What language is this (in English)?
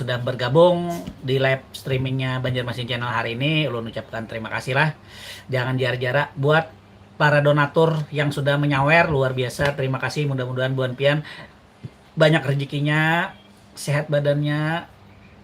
Banjar